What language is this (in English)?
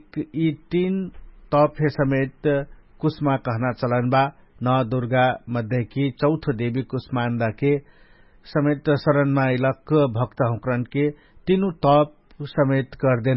Dangaura Tharu